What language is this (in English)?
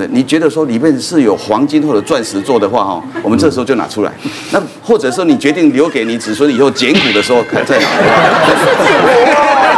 Chinese